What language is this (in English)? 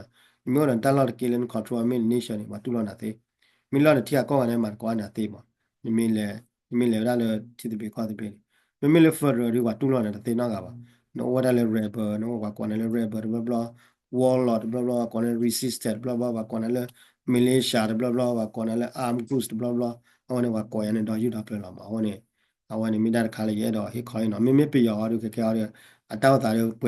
S'gaw Karen